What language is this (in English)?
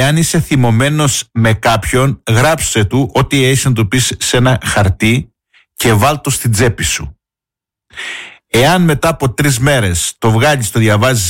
Greek